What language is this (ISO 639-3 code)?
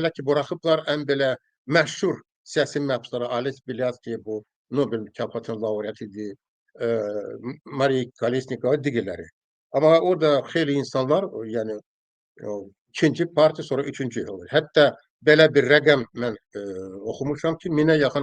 aze